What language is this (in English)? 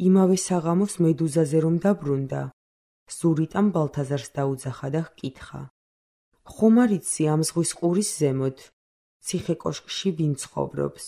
Georgian